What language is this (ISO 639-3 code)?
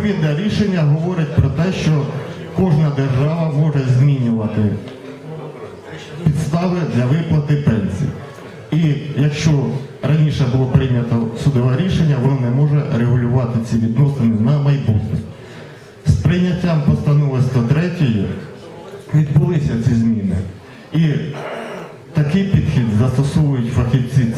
ukr